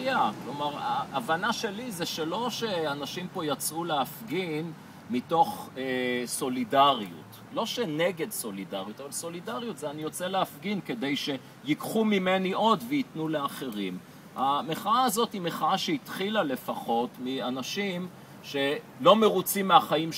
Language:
Hebrew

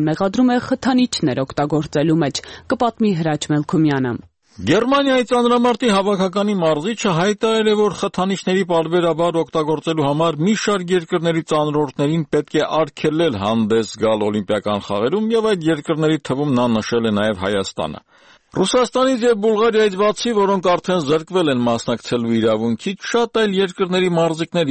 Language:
Armenian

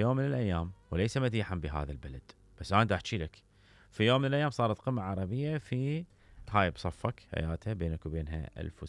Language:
Mesopotamian Arabic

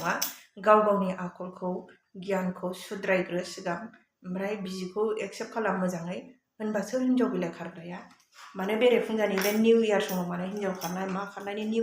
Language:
Bodo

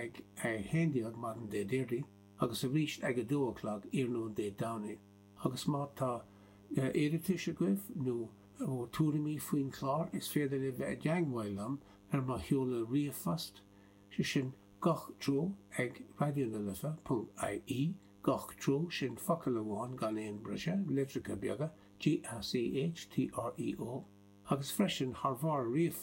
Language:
Irish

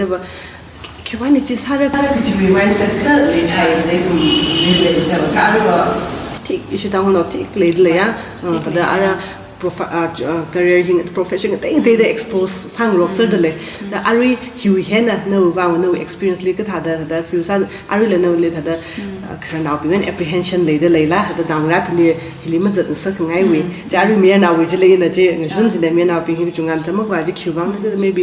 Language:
Tangkhul Naga (India)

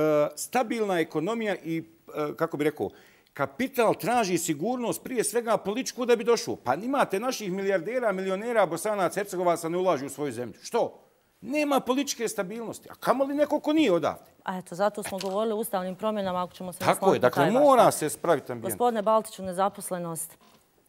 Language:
Bosnian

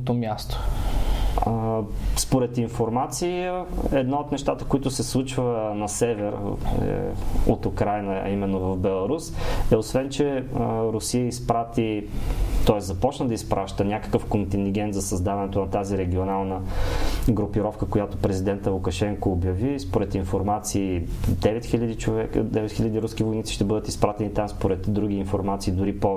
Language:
Bulgarian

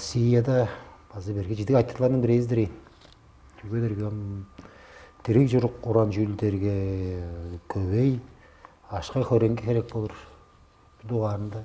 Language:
Tuvinian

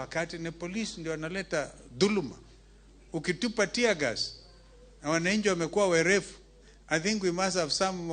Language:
Luo (Kenya and Tanzania)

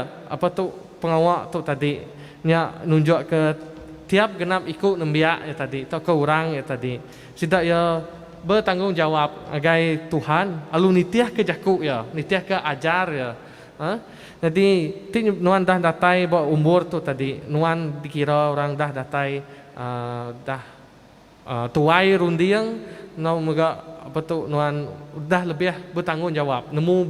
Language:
Iban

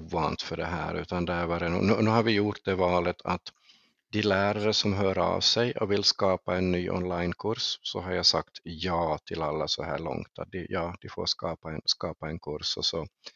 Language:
Swedish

